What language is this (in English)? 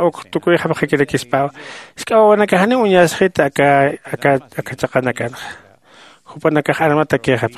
Aymara